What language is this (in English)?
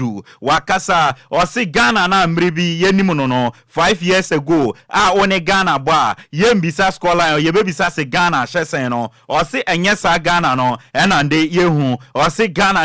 Akan